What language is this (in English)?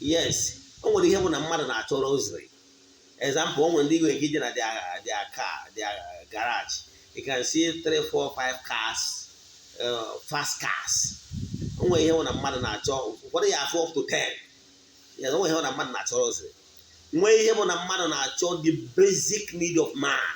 Igbo